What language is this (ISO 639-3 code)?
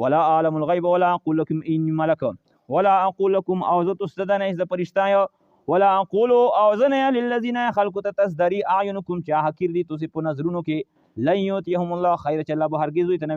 pus